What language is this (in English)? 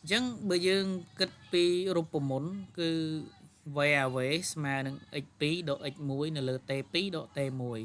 Khmer